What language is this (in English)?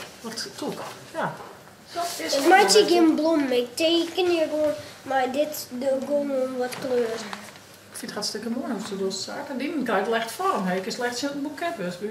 Western Frisian